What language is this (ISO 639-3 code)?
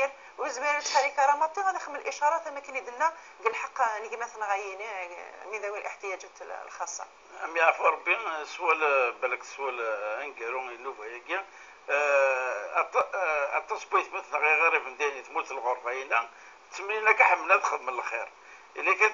kab